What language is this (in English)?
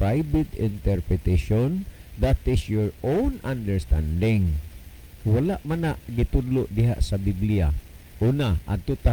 Cebuano